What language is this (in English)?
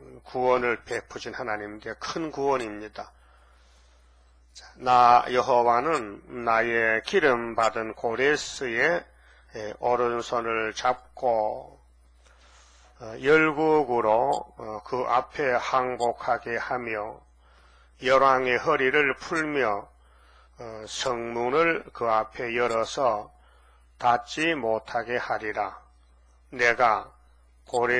Korean